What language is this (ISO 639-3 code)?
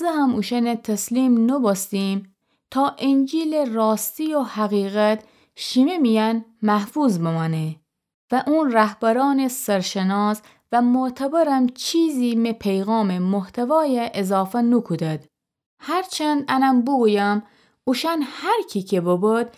glk